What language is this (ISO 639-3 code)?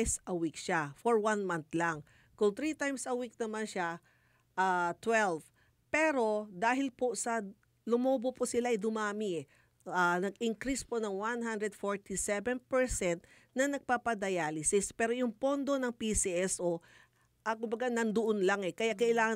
fil